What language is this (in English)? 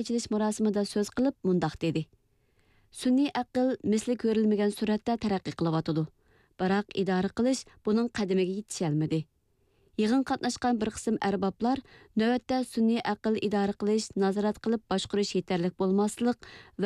Uyghur